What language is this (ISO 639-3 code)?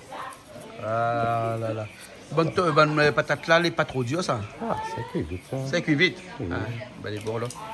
rcf